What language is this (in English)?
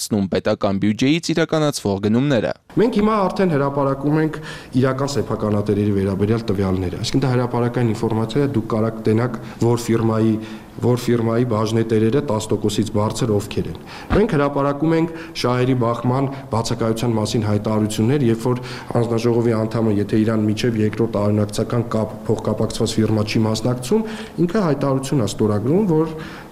Armenian